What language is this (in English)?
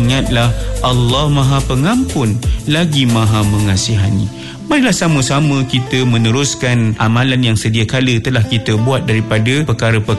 Malay